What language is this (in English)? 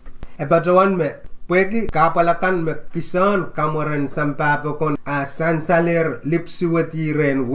Pohnpeian